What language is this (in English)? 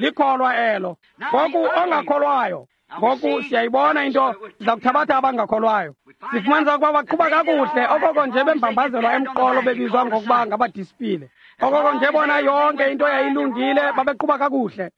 Xhosa